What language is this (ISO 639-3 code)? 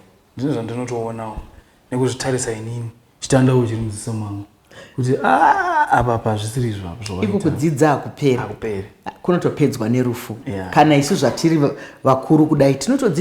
sna